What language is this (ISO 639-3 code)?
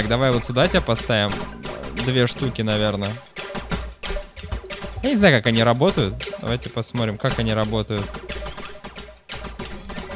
rus